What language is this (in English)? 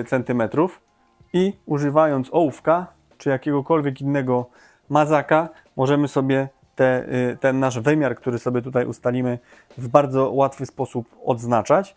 Polish